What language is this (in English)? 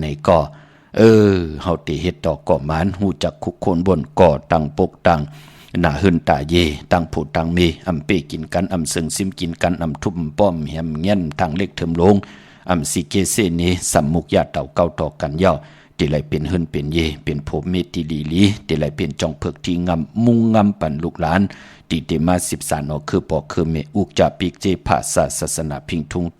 Shan